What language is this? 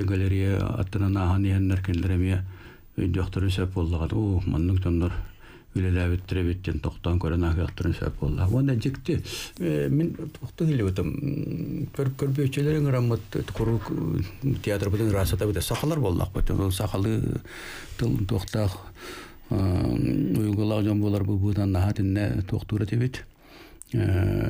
Yakut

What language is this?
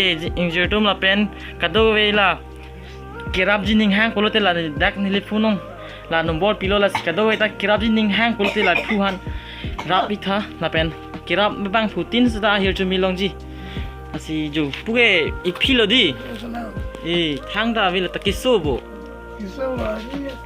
Karbi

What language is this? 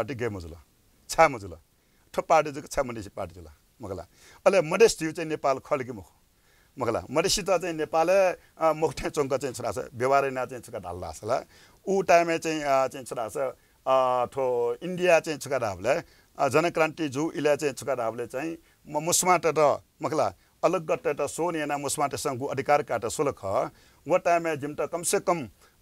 Newari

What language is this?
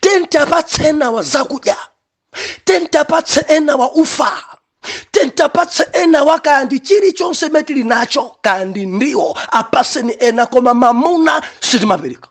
Nyanja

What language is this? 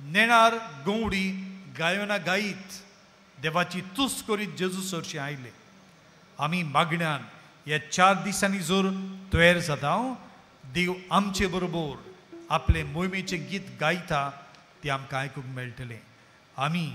Konkani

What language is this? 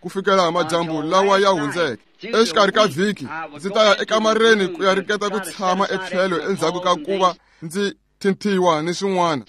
Tsonga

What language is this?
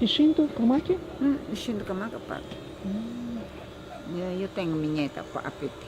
Ashéninka Perené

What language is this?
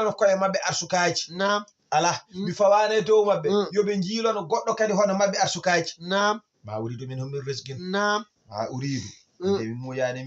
Fula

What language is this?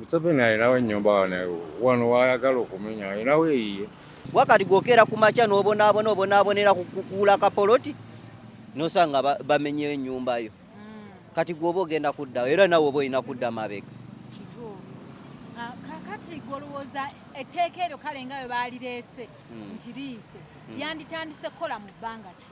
Ganda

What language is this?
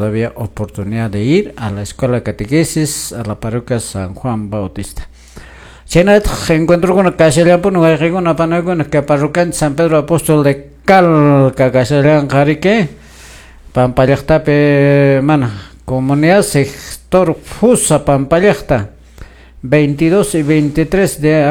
Quechua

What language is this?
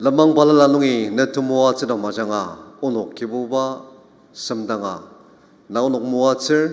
Ao Naga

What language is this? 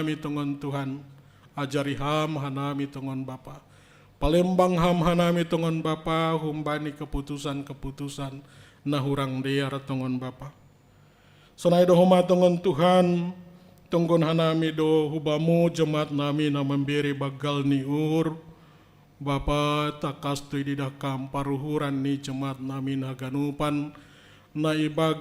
Batak Simalungun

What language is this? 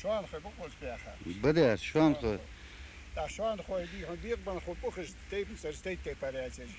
Ingush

